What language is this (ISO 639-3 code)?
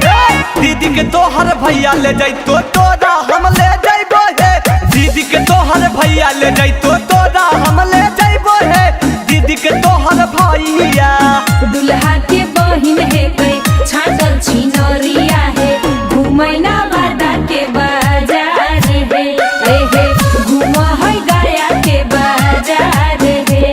mag